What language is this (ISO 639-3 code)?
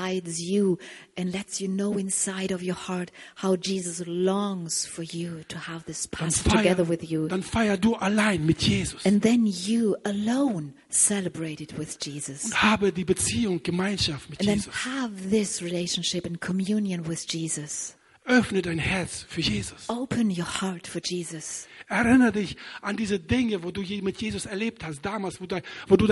deu